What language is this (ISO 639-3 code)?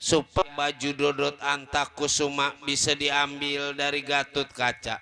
bew